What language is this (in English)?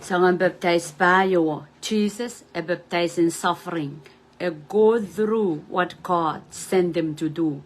Pohnpeian